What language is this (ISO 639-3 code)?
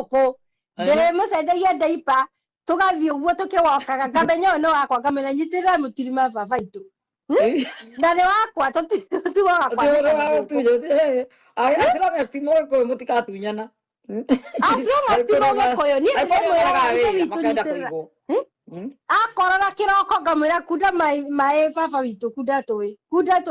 kik